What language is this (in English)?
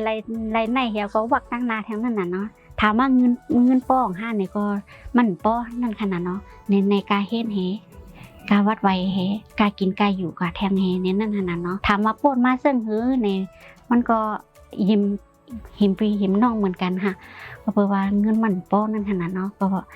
Shan